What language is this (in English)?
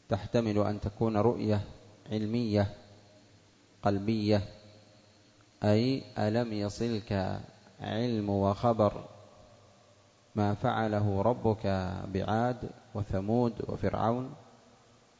Arabic